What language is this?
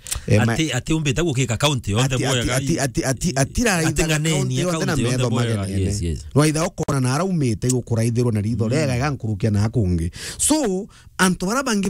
Meru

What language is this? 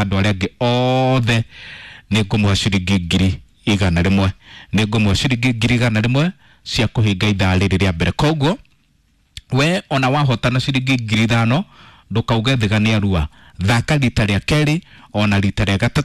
Kikuyu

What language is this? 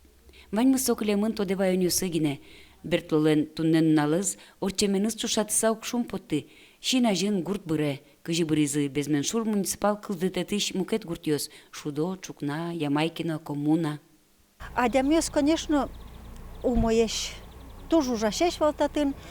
Udmurt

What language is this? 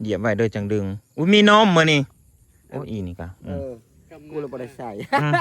Northeastern Thai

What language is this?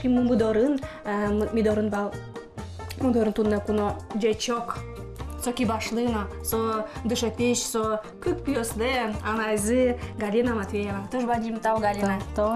Udmurt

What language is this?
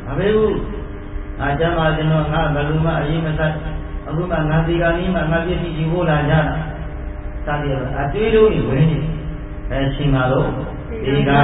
Burmese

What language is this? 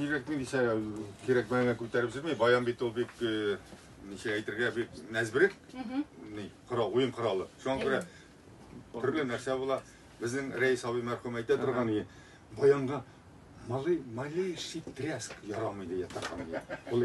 Tatar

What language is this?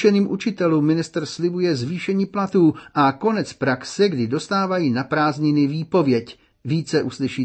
Czech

